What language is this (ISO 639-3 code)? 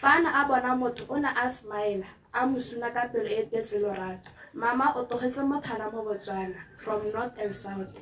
tsn